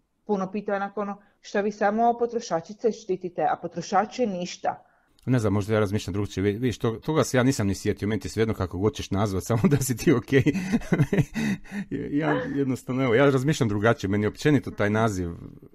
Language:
Croatian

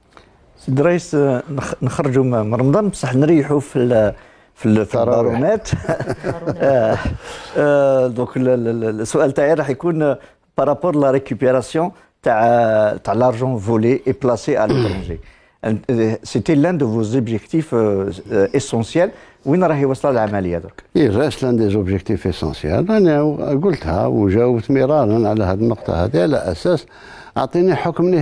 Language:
Algerian Arabic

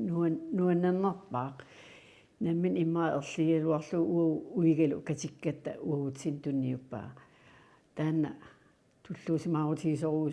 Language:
Kalaallisut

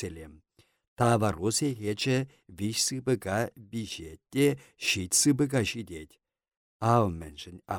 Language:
Chuvash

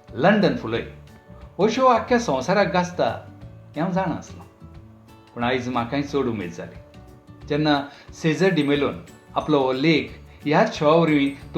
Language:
Konkani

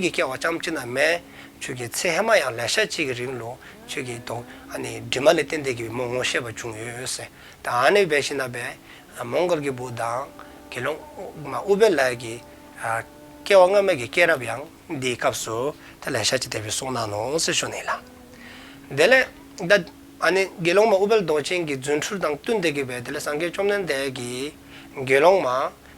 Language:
Dzongkha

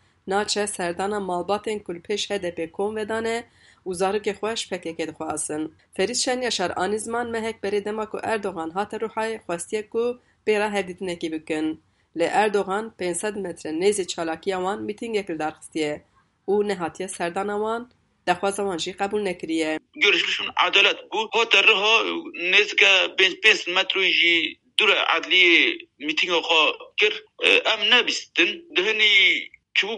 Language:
Kurdish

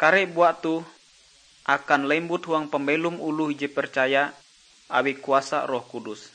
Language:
Ngaju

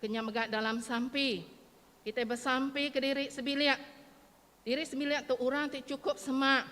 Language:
Iban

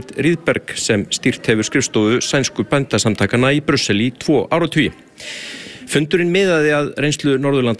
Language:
Icelandic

